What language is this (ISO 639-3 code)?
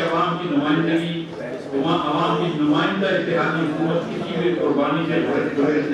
urd